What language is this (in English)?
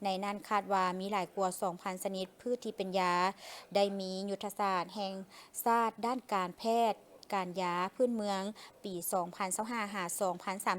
Lao